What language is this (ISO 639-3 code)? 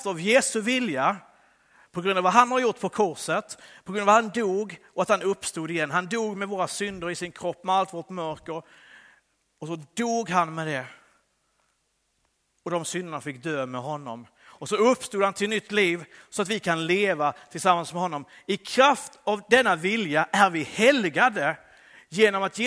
swe